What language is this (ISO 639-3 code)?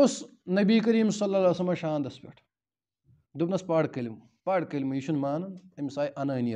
kas